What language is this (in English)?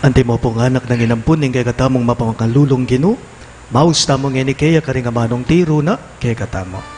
Pampanga